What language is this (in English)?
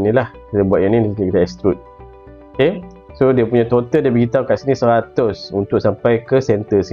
Malay